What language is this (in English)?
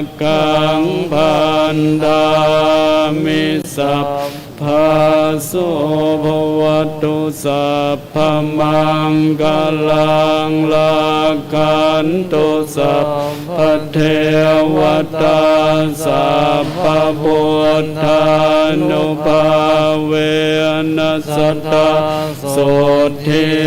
Pali